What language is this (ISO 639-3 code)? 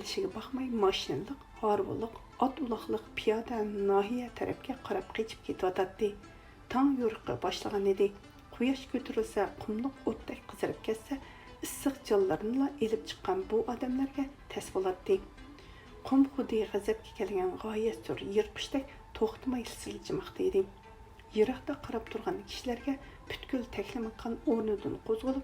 uig